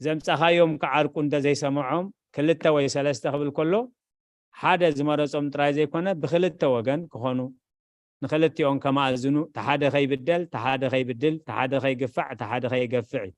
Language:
Tigrinya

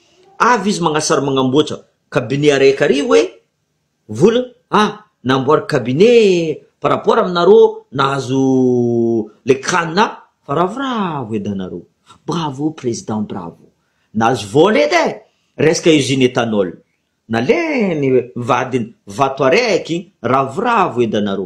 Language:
Malagasy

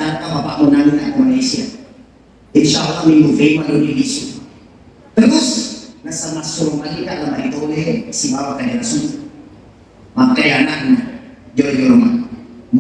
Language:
Buginese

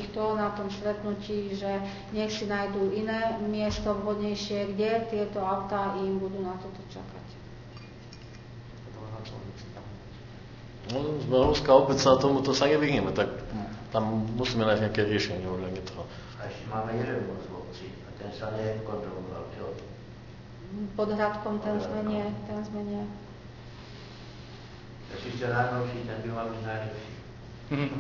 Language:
Slovak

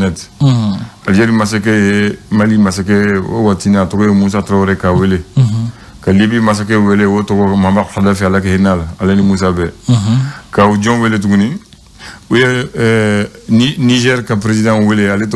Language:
Bambara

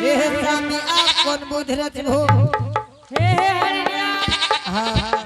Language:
Angika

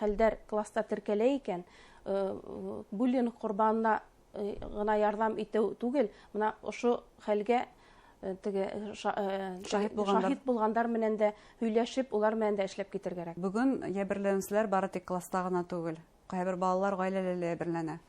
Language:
Bashkir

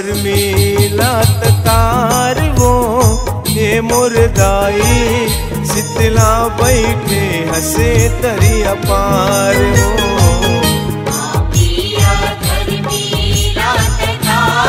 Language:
Chhattisgarhi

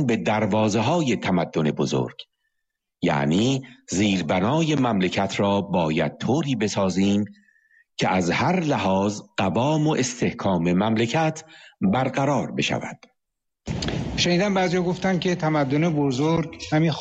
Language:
Persian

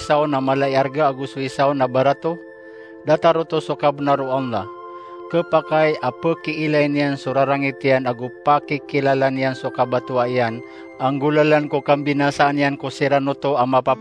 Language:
Maranao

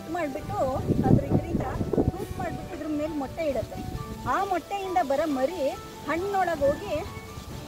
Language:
Kannada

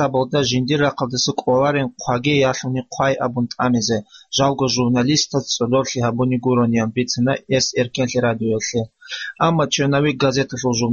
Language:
Avaric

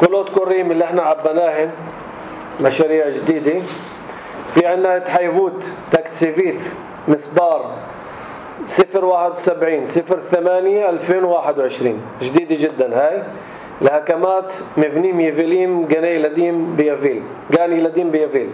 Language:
North Levantine Arabic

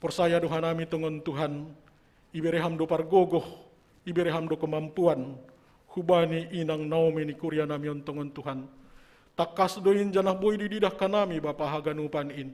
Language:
Batak Simalungun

